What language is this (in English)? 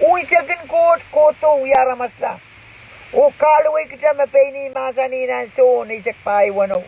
Pohnpeian